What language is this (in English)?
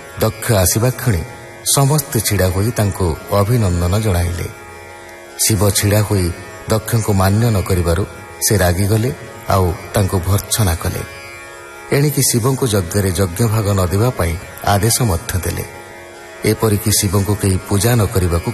Odia